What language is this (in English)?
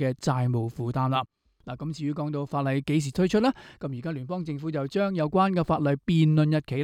Cantonese